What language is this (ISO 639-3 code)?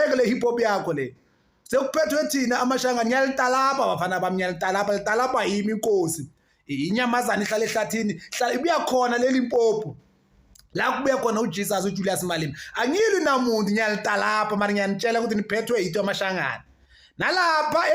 zul